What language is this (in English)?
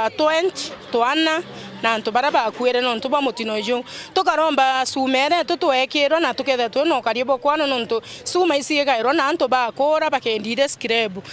Meru